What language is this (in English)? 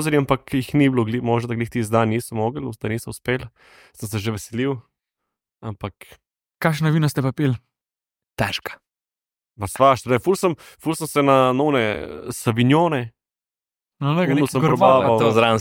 Slovenian